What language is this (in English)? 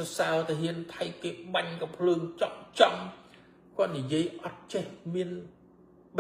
Khmer